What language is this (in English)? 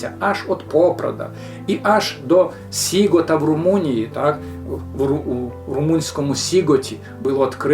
Rusyn